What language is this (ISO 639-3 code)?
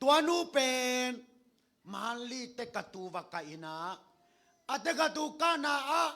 ctd